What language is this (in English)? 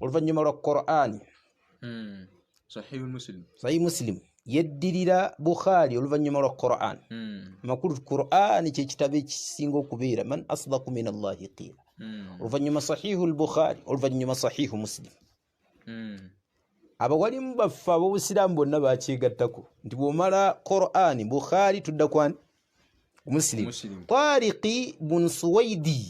Ganda